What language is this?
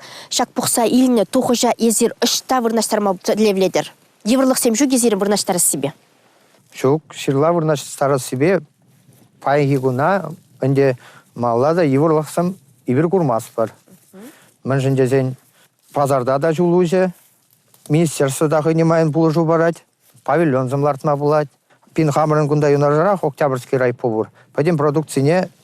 Chuvash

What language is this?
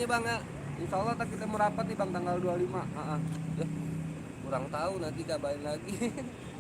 Betawi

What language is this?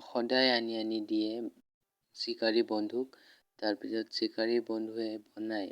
Assamese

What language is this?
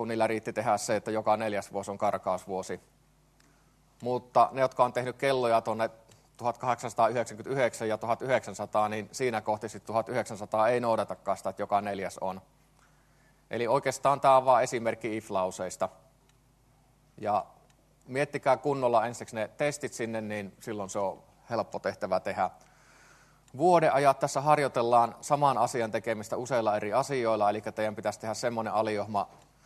Finnish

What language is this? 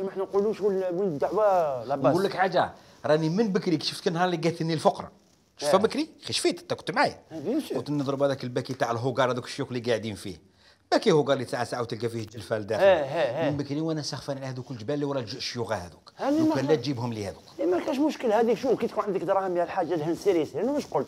Algerian Arabic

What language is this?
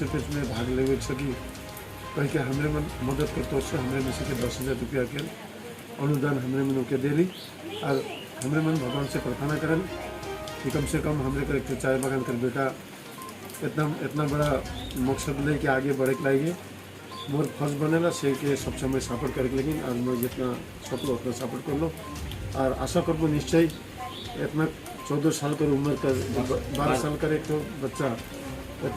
Sadri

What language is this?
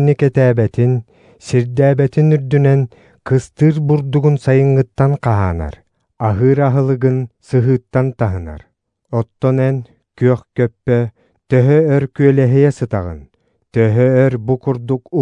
Yakut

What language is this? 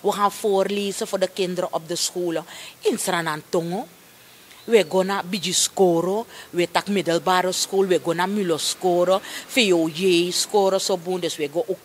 Sranan Tongo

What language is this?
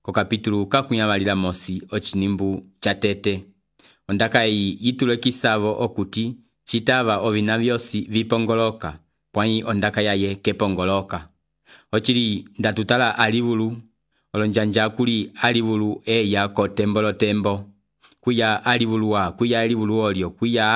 Umbundu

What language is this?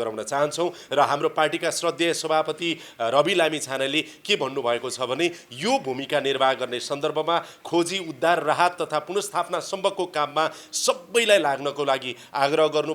Nepali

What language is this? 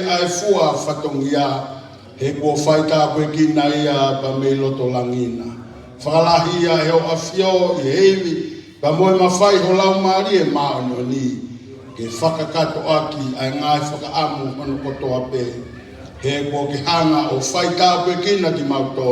Tongan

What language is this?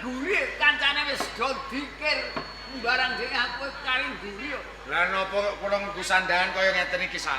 Javanese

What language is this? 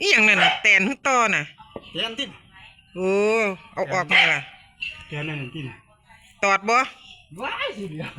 Northeastern Thai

